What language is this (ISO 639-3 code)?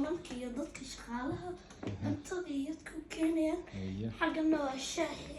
som